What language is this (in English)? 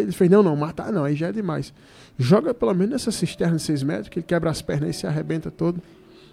Portuguese